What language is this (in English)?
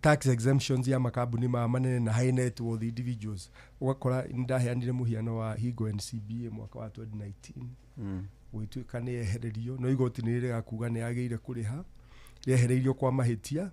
Kikuyu